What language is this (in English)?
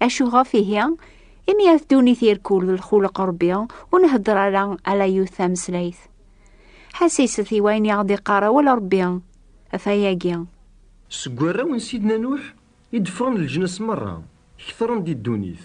Kabyle